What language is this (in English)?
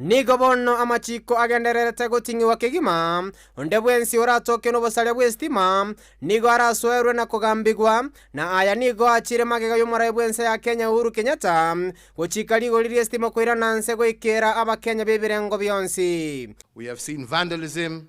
Gusii